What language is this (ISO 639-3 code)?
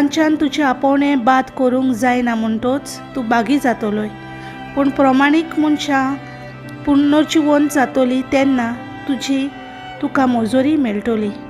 kok